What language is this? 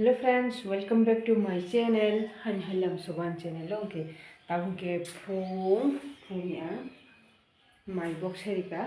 Kok Borok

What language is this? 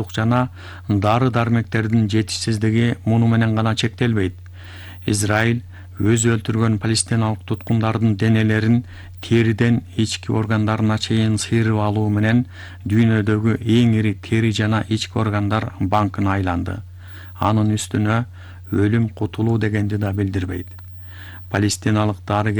Kyrgyz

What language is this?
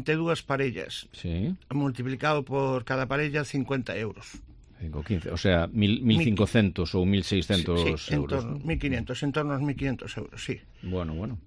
Galician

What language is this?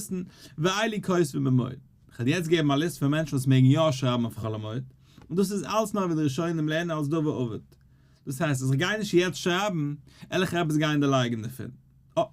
Yiddish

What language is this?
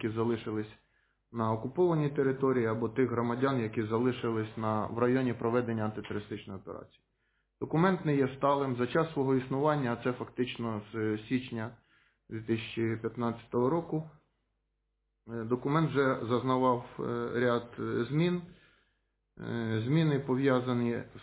Ukrainian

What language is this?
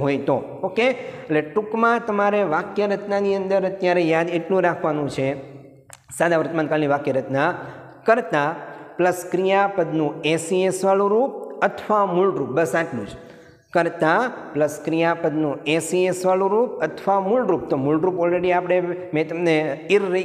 Gujarati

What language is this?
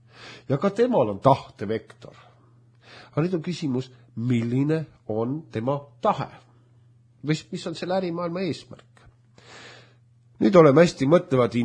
Estonian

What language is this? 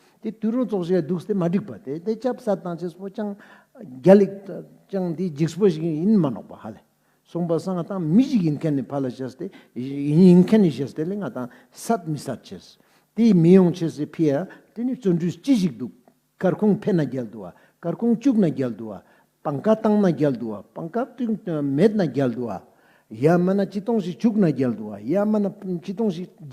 Ladakhi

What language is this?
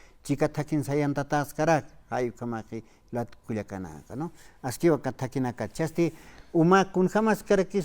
Aymara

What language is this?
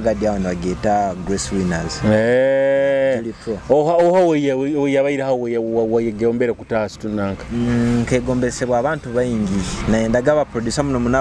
Nyoro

